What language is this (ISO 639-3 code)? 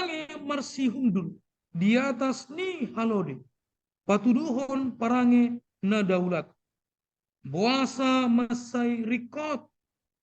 bbc